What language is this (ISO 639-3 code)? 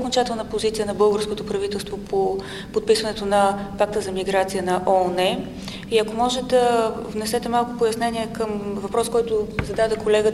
bul